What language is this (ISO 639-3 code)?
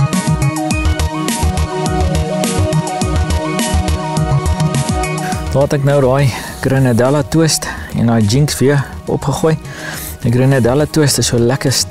afr